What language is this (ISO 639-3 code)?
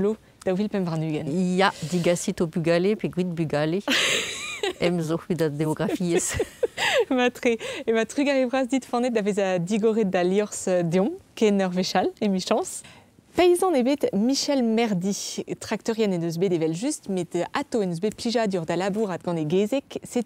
bre